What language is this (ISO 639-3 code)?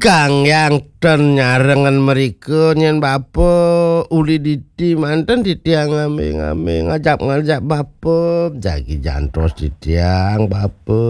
ban